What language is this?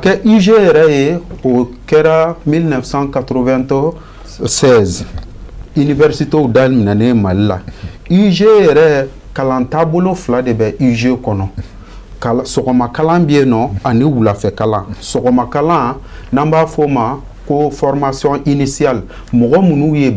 Bambara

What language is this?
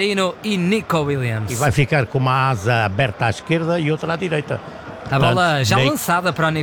Portuguese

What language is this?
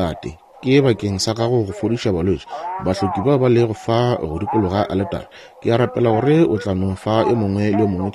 Northern Sotho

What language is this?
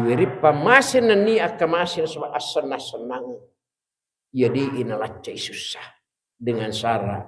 Buginese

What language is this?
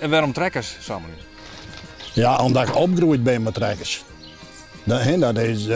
Western Frisian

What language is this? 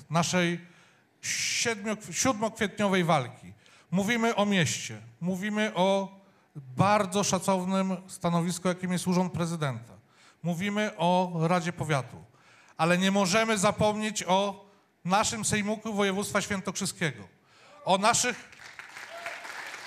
Polish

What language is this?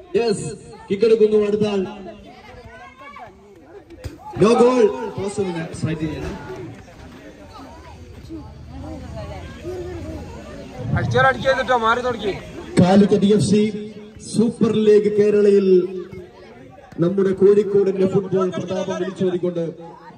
Malayalam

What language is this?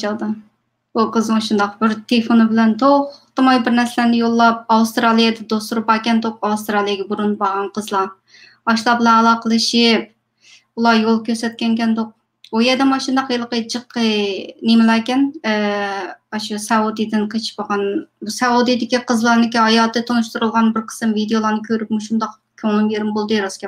Uyghur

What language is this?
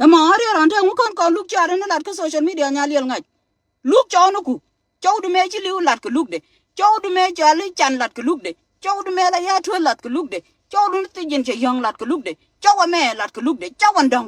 Nuer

